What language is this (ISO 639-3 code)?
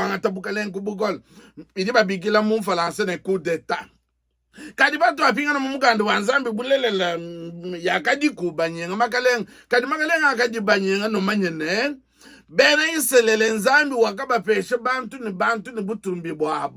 lua